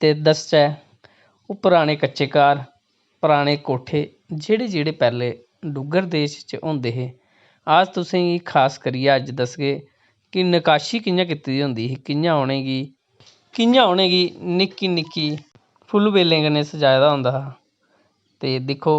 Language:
Dogri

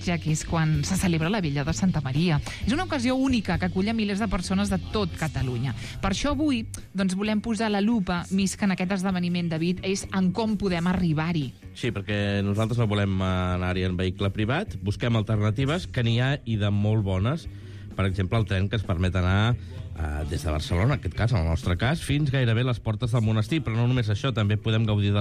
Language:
Catalan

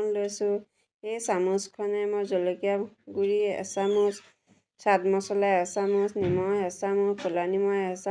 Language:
Assamese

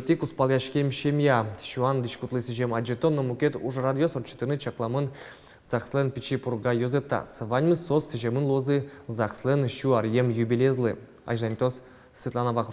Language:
Udmurt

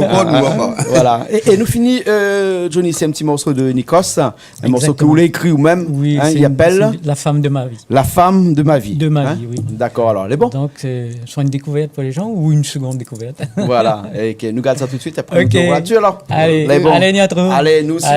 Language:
Réunion Creole French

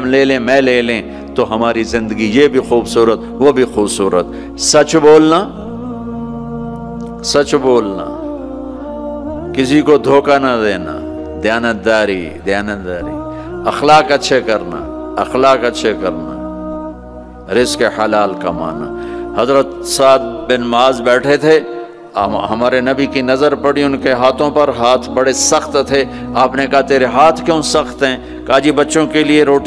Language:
Urdu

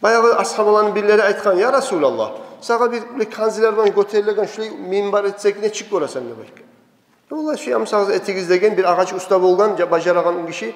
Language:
Kumyk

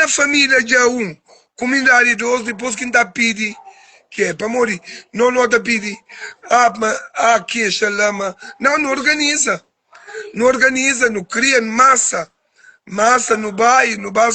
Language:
Kabuverdianu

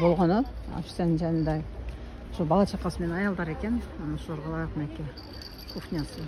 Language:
Kyrgyz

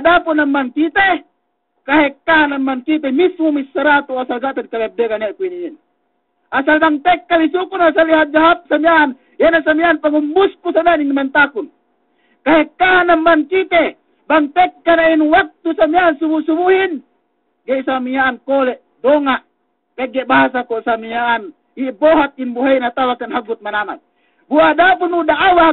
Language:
Yakan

